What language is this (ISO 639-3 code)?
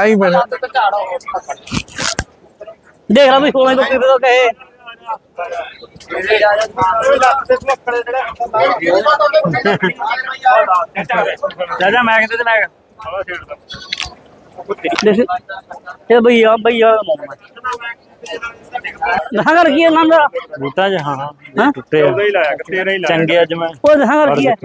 pan